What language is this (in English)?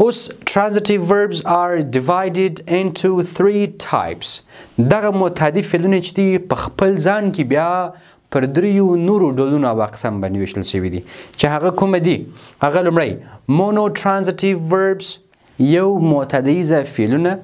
Pashto